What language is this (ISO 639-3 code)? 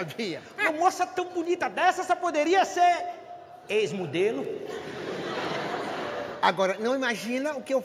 por